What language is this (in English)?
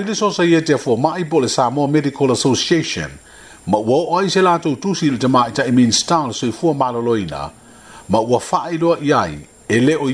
Samoan